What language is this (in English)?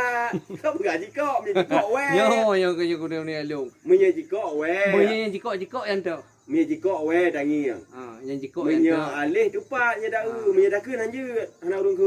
Achinese